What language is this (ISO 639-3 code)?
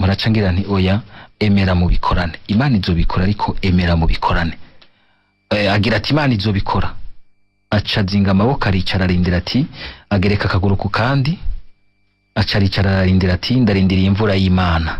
run